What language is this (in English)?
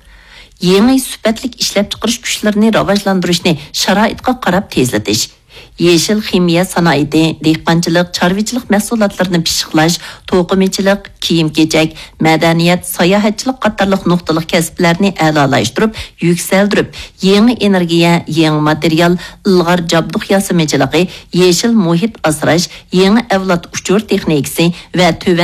Uyghur